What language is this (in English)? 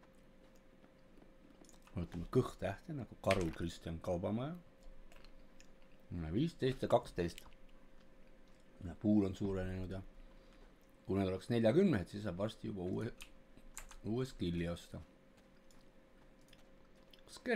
Estonian